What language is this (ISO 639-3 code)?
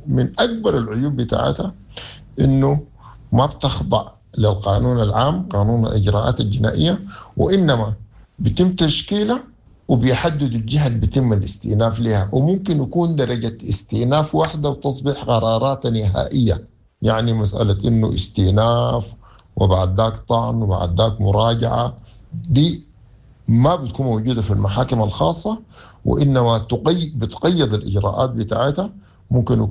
apd